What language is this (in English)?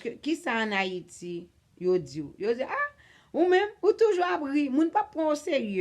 Haitian Creole